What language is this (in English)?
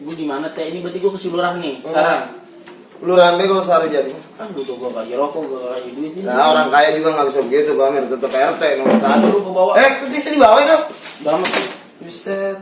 Betawi